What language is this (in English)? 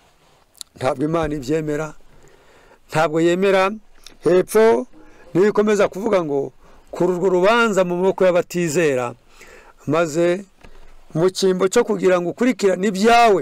Kinyarwanda